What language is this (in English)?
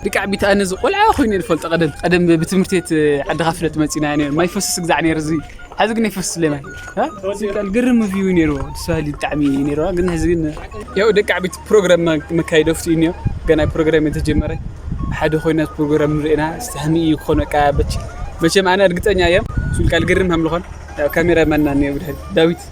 Tigrinya